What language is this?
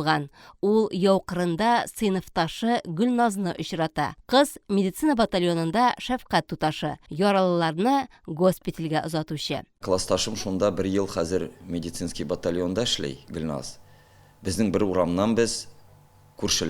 Tatar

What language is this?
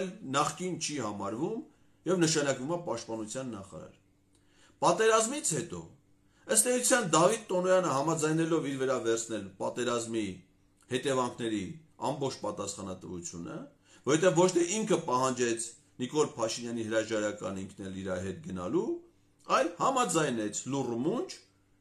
Armenian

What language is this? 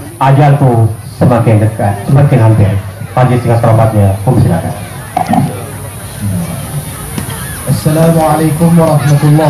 Malay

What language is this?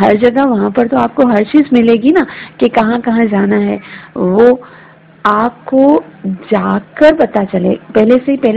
Hindi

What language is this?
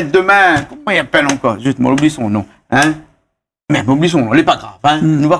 Réunion Creole French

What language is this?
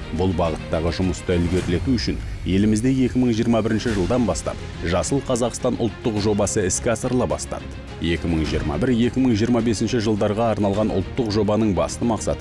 Kazakh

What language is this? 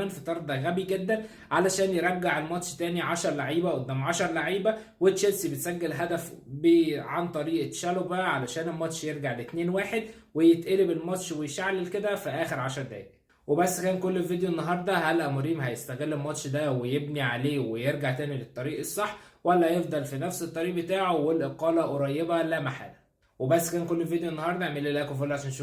Egyptian Arabic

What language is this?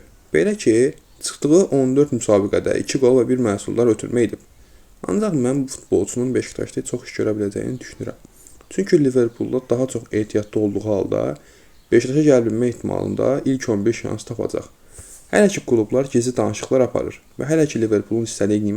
Azerbaijani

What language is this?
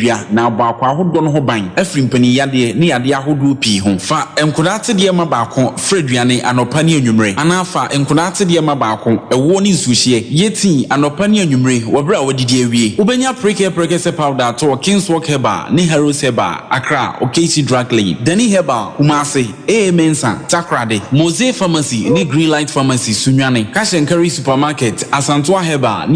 Akan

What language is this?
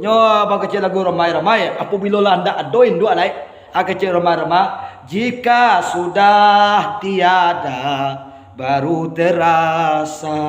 Minangkabau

